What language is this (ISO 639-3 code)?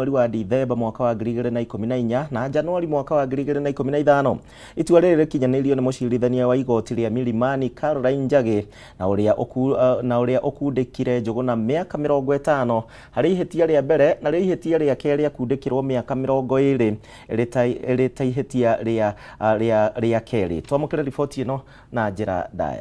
kik